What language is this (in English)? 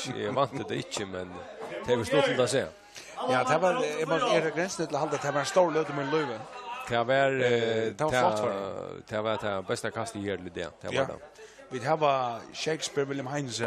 Faroese